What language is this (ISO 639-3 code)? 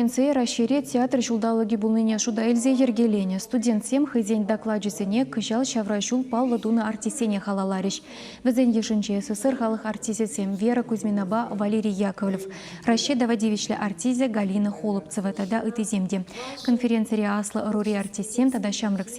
chv